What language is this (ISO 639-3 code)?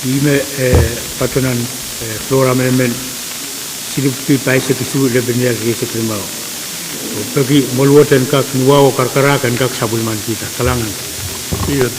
pon